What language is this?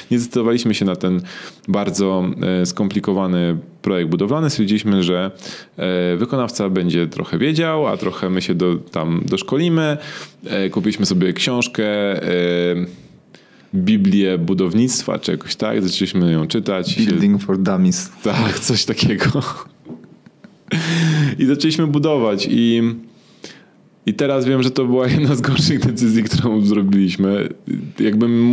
Polish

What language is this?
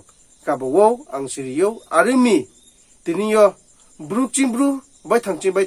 Riang (India)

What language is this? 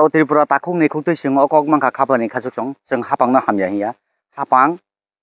Kok Borok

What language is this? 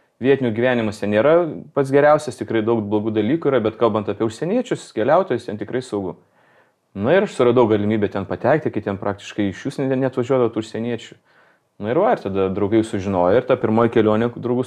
Lithuanian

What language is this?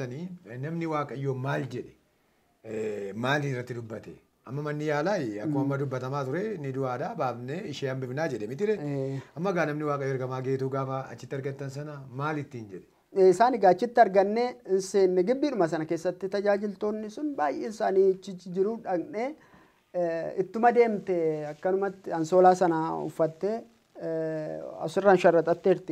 Oromo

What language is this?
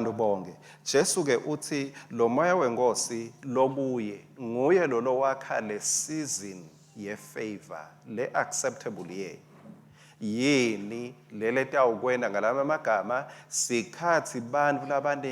Swati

